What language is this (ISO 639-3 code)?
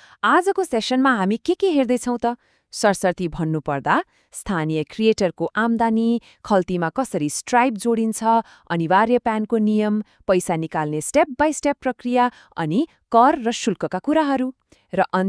nep